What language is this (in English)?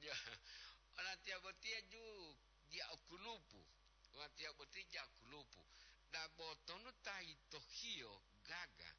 Gorontalo